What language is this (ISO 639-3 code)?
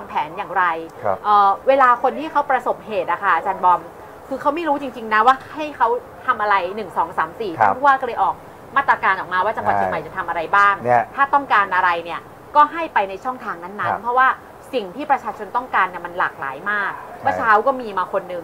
tha